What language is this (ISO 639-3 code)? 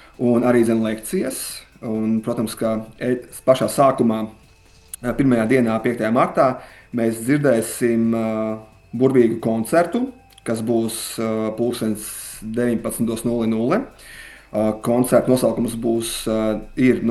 lav